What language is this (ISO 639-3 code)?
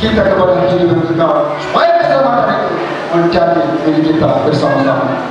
nia